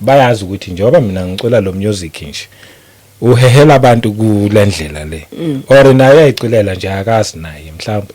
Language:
Zulu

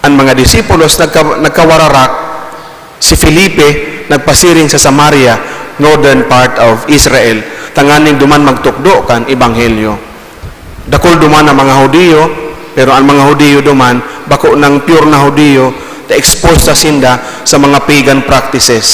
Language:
Bikol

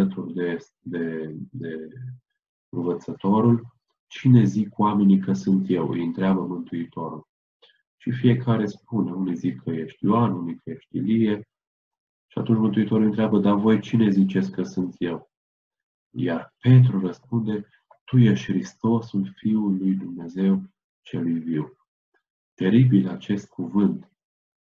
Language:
Romanian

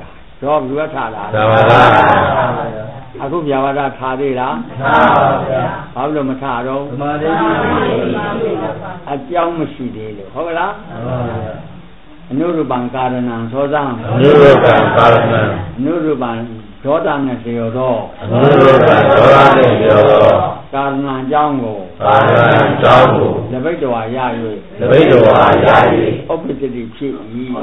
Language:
Burmese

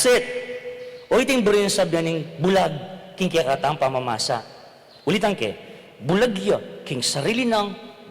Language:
Pampanga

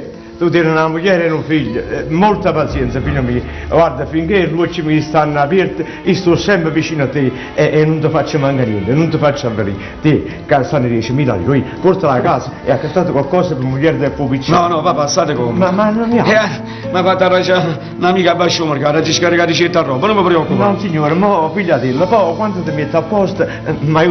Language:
Neapolitan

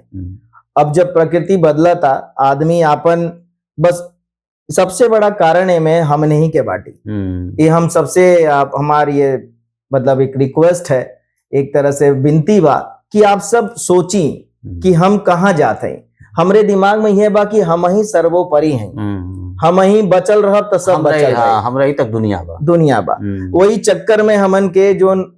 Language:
Bhojpuri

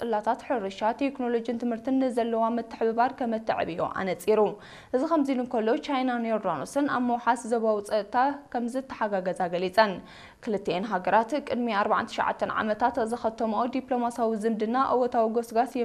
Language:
Tigrinya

